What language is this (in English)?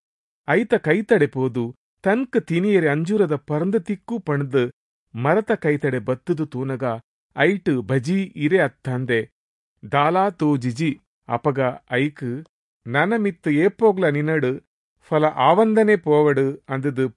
Tulu